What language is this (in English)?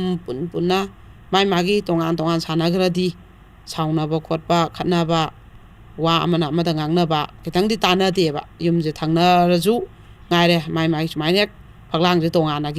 Manipuri